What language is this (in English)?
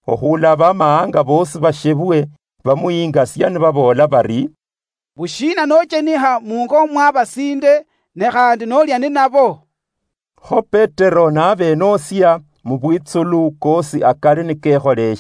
Luyia